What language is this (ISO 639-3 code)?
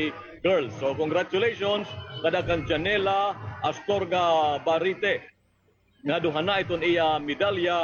war